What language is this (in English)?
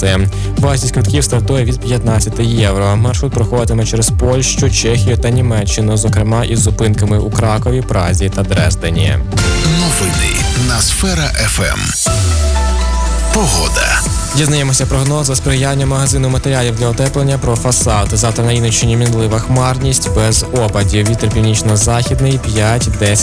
Ukrainian